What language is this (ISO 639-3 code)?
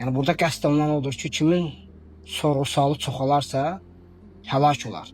aze